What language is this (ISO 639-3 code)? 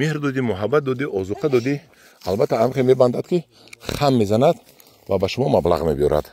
tgk